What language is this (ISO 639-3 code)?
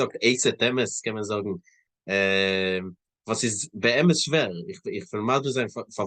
yid